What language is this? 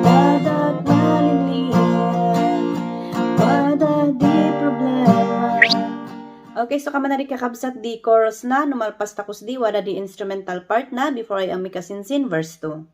Kankanaey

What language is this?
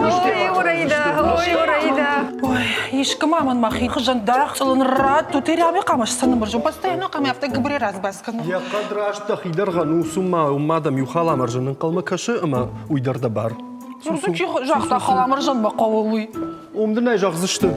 Ossetic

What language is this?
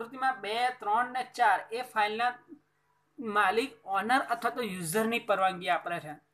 Gujarati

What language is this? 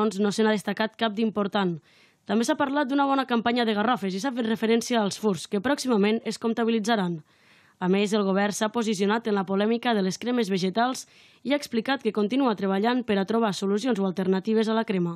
Catalan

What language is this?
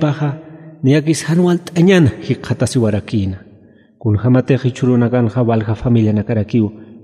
Aymara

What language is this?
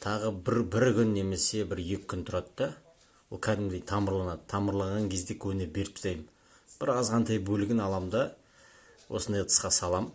Kazakh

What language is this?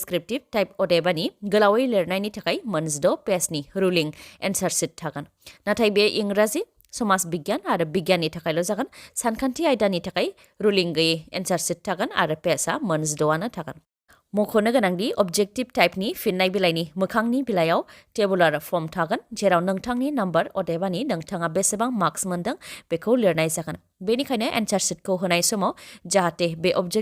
Bodo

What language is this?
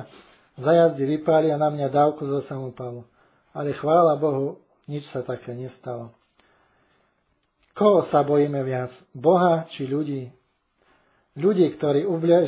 Slovak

